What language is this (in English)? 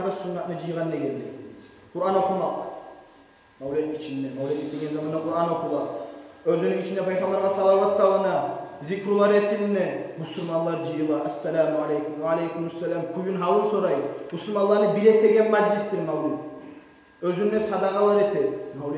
Kumyk